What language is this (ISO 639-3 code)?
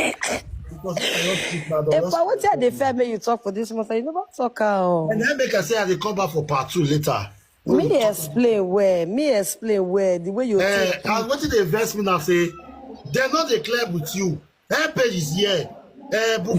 pcm